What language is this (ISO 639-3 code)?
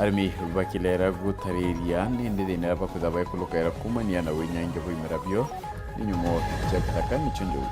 mer